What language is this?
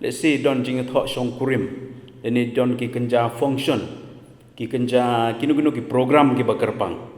Khasi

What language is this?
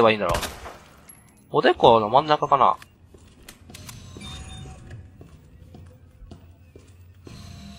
Japanese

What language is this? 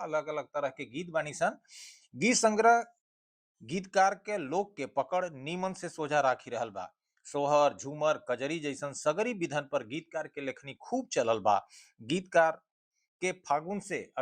Bhojpuri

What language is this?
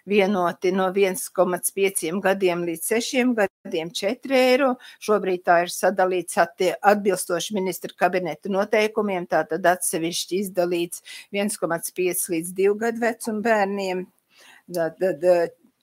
Latvian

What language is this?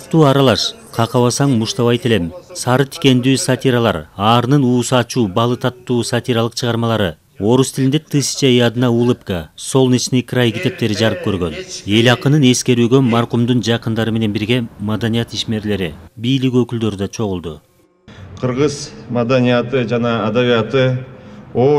Kyrgyz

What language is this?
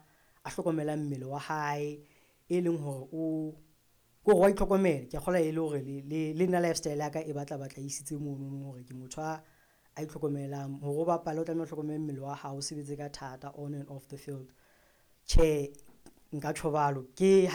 Southern Sotho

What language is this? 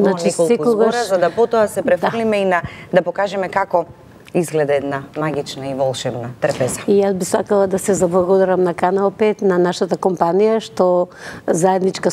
Macedonian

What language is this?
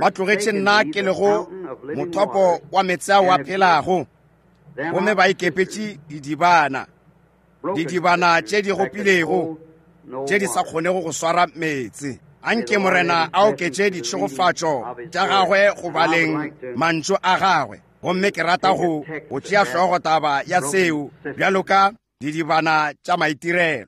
Northern Sotho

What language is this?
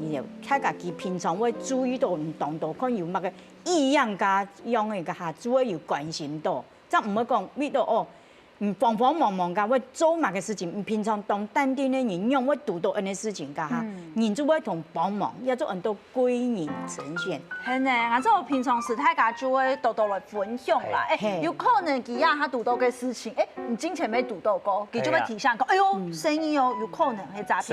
Hakka Chinese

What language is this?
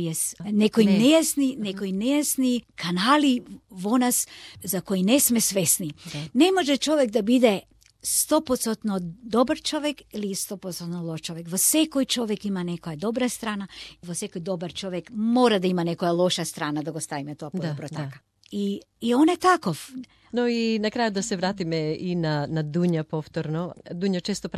Macedonian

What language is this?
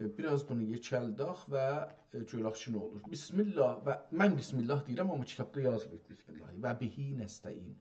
South Azerbaijani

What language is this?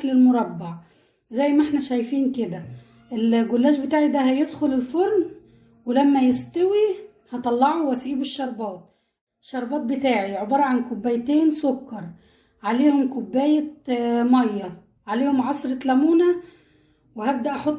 Egyptian Arabic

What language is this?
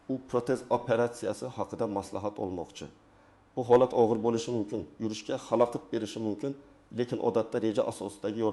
Uzbek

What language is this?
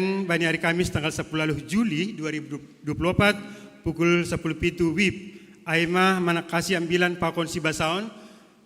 Batak Simalungun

